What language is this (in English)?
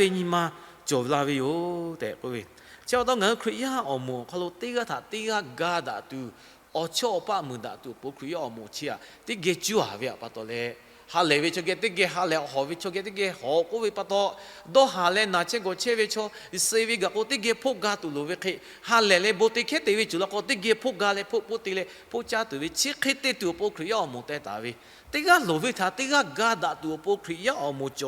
Lahu